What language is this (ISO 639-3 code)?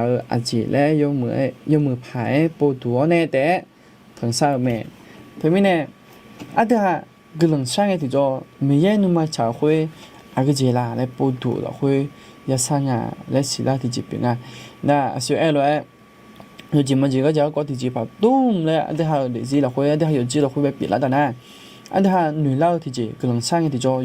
ahk